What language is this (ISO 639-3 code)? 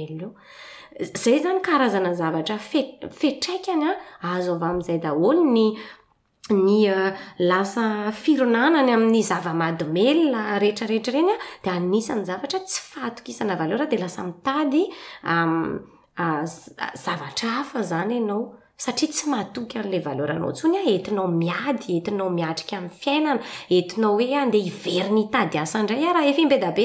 mlg